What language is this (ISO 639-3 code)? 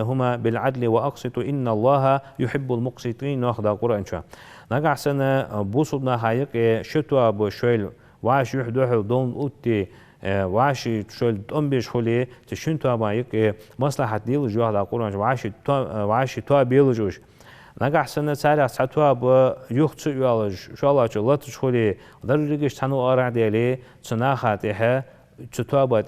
inh